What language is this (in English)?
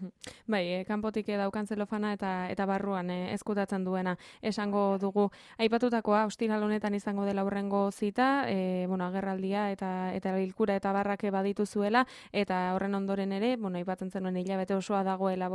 Basque